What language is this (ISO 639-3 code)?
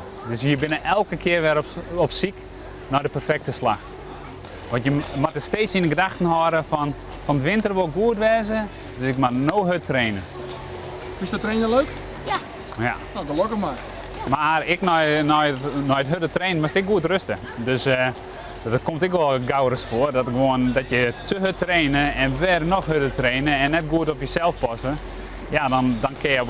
fry